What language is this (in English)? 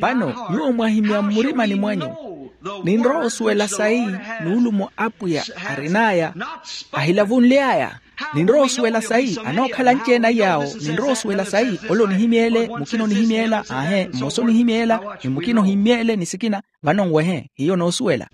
Makhuwa